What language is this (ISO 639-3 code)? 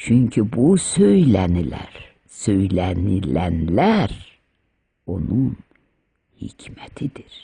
aze